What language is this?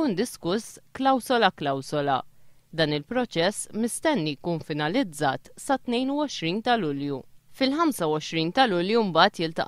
Maltese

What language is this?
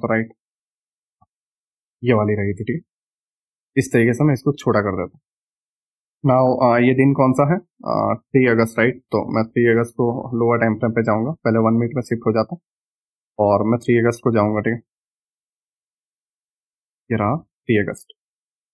Hindi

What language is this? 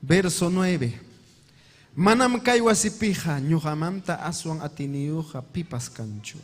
Ayacucho Quechua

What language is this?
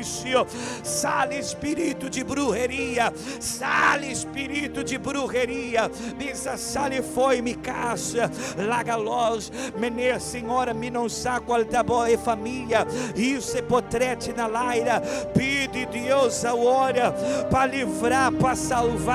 Papiamento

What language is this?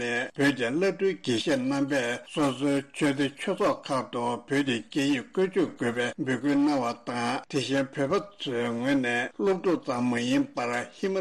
Tibetan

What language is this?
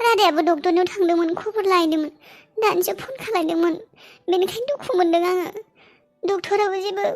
Bodo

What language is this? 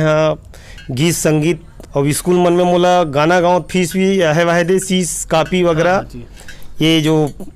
Chhattisgarhi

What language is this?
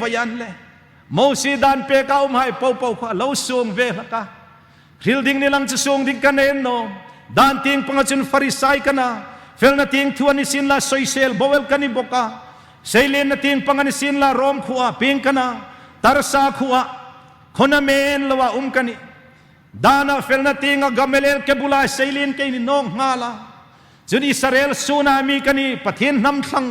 Hmar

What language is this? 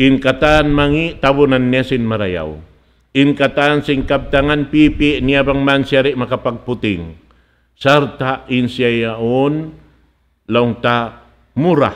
Tausug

